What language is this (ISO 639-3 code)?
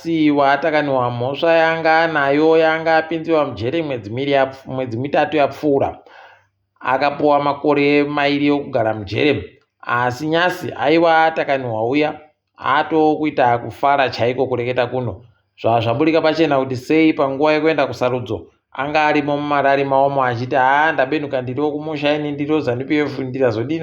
ndc